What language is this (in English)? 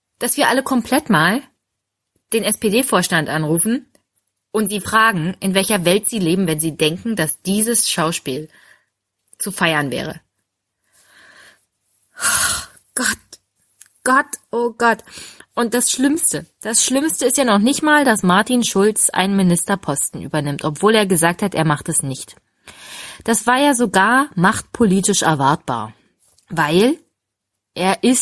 German